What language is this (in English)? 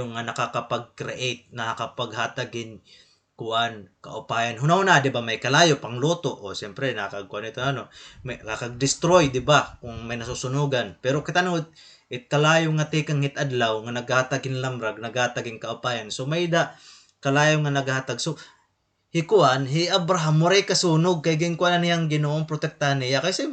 Waray